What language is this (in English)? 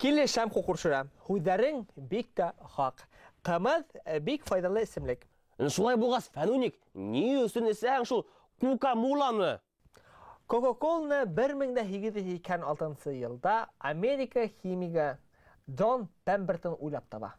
Bashkir